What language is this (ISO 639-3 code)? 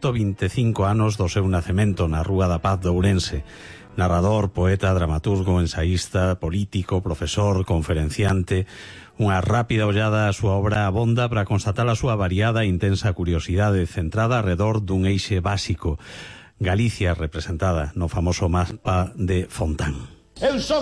glg